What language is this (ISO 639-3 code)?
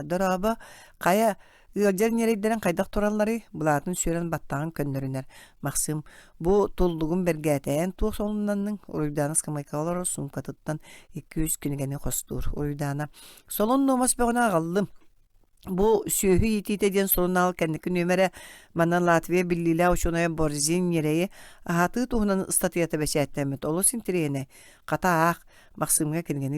sah